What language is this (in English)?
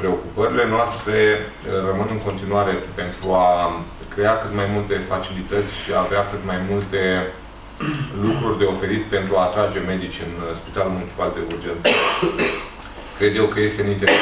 Romanian